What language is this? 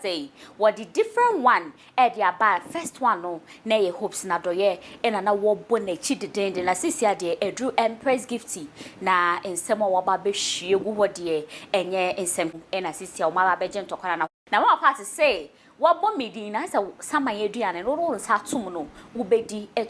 Akan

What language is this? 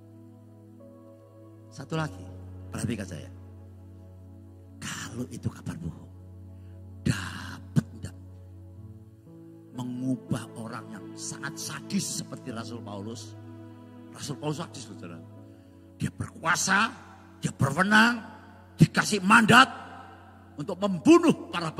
Indonesian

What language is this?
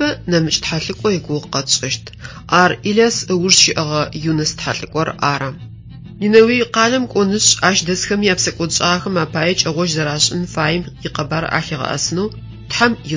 Adyghe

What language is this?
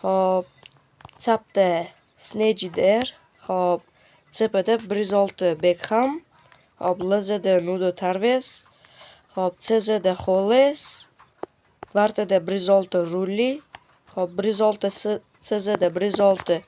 Uzbek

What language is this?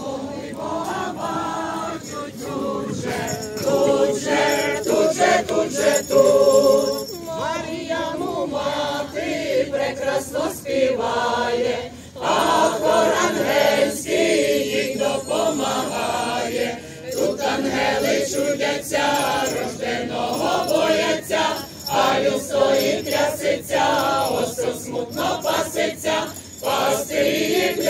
Ukrainian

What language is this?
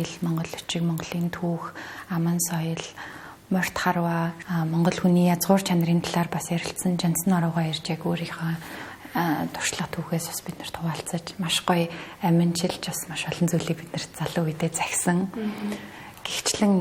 Mongolian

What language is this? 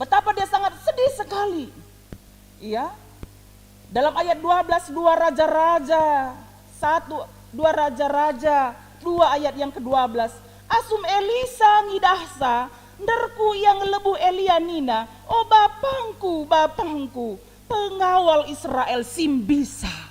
Batak Karo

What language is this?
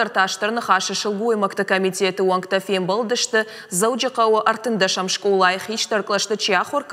Ossetic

